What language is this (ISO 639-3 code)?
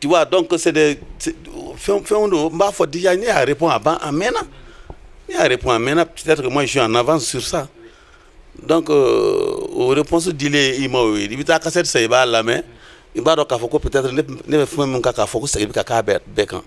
bam